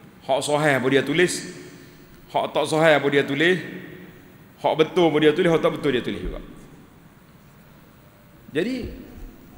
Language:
Malay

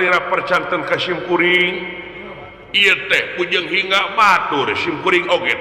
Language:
Sundanese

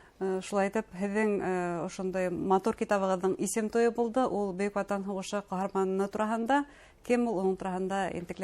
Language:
Bashkir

